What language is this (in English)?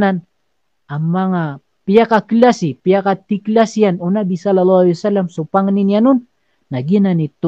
Maranao